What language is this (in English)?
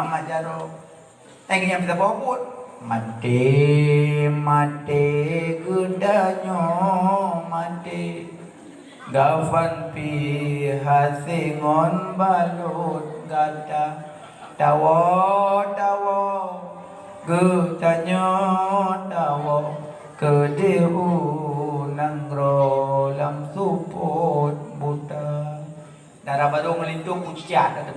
Achinese